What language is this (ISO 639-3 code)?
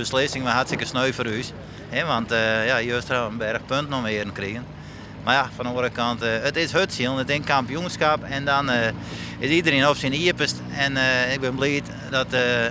fry